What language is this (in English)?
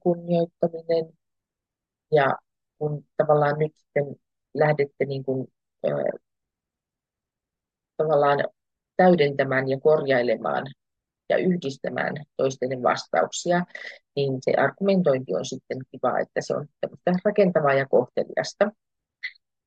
Finnish